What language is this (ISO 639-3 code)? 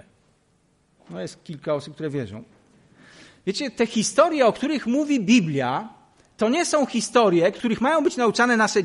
pol